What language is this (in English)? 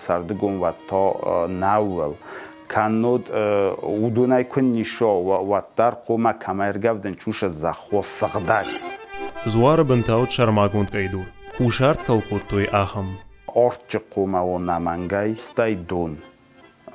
Ossetic